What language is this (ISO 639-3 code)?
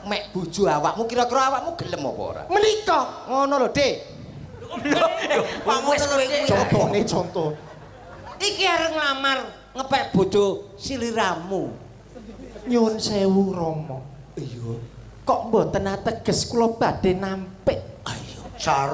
jav